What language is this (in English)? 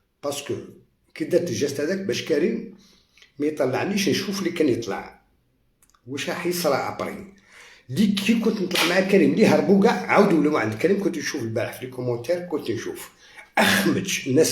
Algerian Arabic